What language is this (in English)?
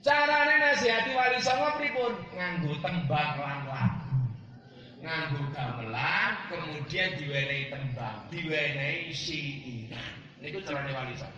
Javanese